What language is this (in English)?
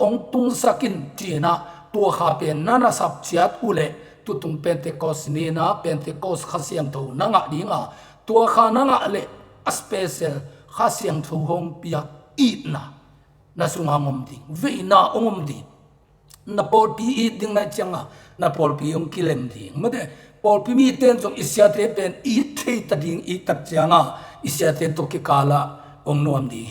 Tedim Chin